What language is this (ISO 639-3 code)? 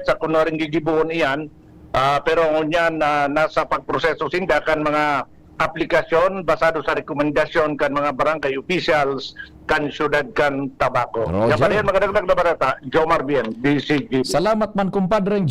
bik